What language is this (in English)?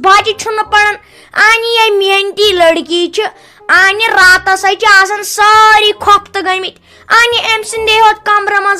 Kashmiri